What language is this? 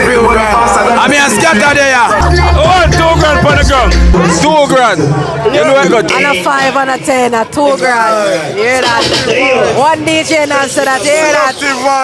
Jamaican Creole English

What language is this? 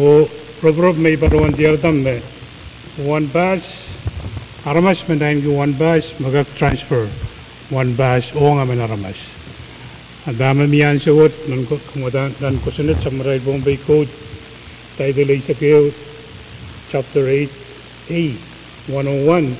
Pohnpeian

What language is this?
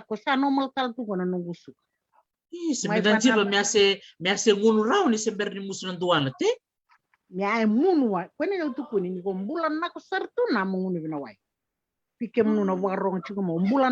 Fijian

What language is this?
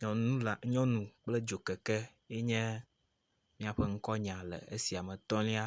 Ewe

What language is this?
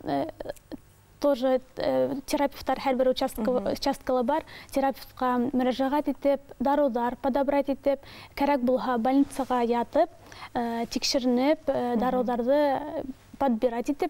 Bashkir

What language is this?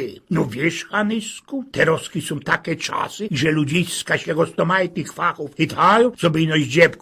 Silesian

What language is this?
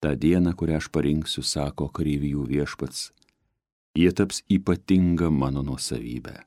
Lithuanian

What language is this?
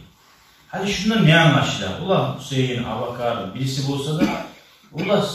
Kumyk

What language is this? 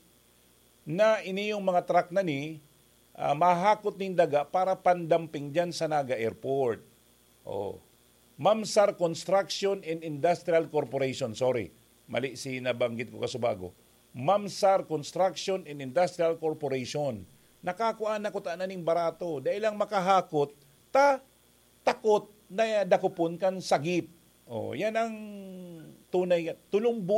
Bikol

